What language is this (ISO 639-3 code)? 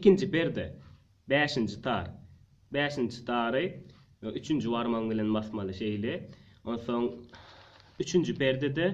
tuk